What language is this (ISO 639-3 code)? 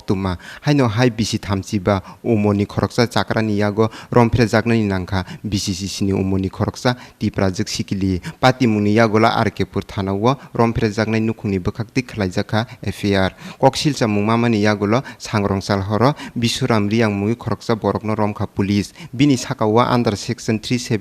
trp